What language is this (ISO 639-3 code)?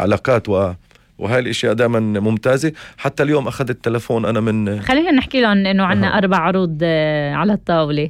apc